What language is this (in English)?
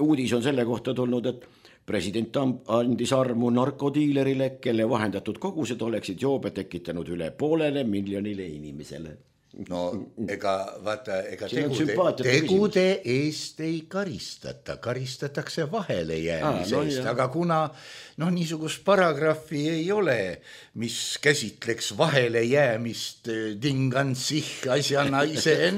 Estonian